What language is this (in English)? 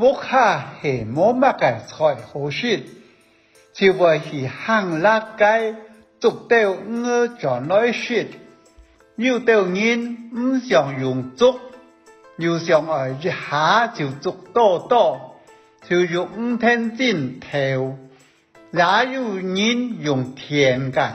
Hakka Chinese